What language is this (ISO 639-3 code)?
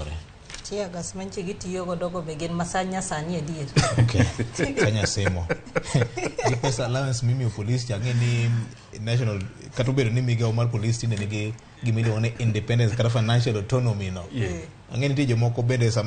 luo